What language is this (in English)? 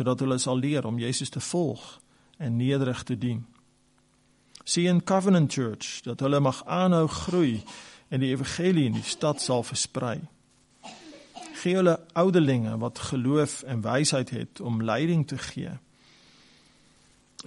Afrikaans